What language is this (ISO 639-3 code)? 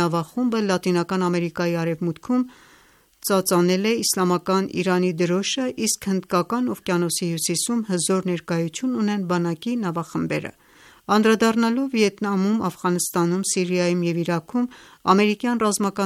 hye